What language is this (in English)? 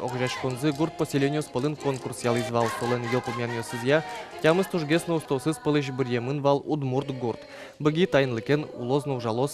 Udmurt